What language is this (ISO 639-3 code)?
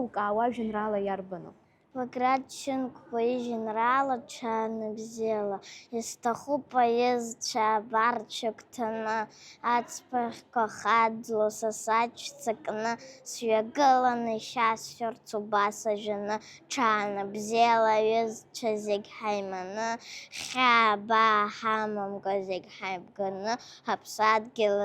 abk